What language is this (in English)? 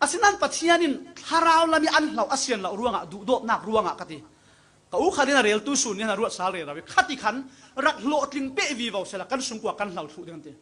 Falam Chin